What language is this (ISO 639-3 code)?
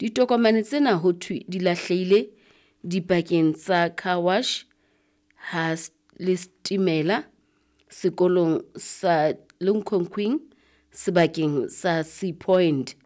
sot